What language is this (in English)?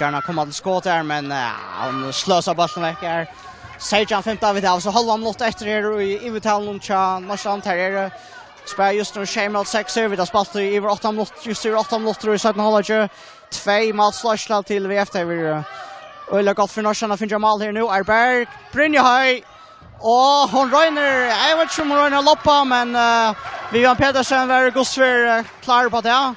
Faroese